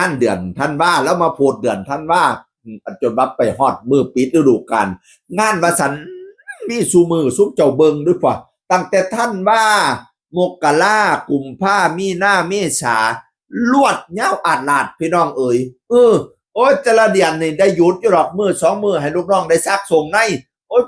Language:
Northeastern Thai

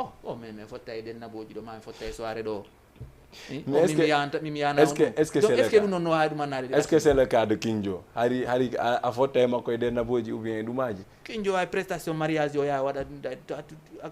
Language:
Fula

